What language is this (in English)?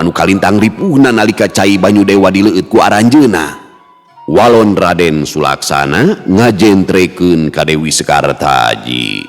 Sundanese